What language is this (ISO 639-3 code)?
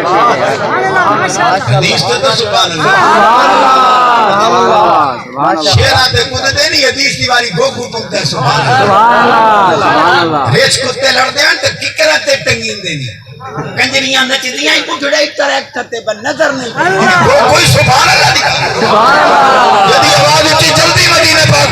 skr